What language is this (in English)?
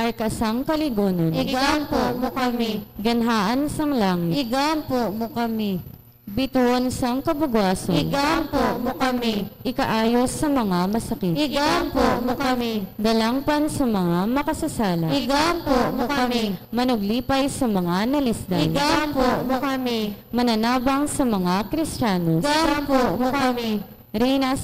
Hiligaynon